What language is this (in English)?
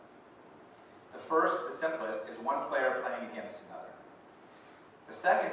English